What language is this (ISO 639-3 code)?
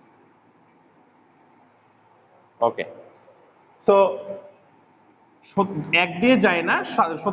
ben